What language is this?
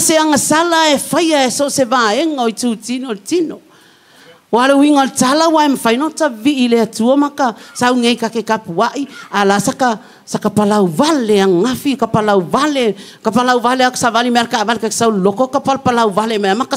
Samoan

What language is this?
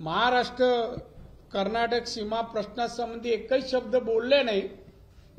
Marathi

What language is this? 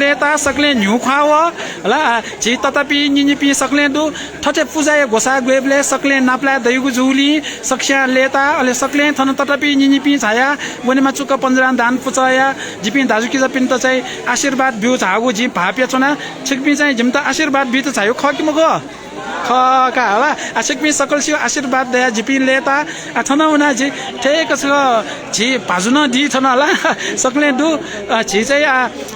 Newari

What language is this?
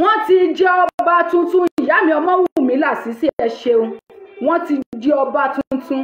Yoruba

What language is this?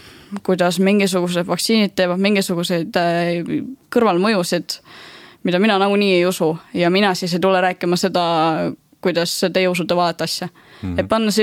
Estonian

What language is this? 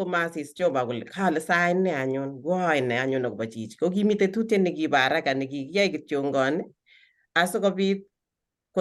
Kalenjin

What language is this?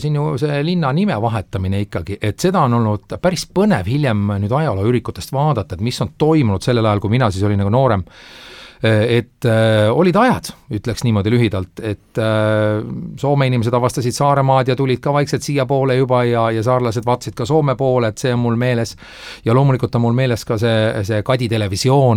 Estonian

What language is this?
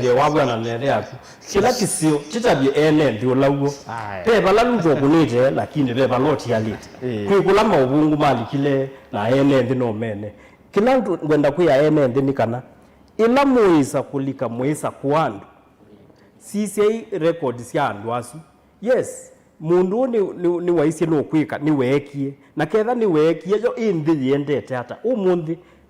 Kamba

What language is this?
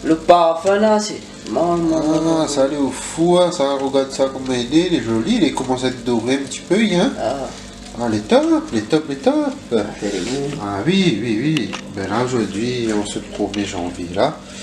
Réunion Creole French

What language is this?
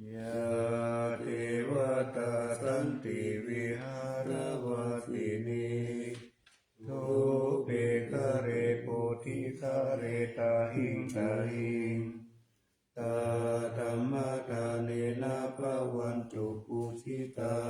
Pali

